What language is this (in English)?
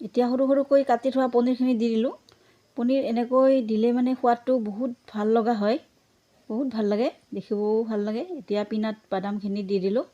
Assamese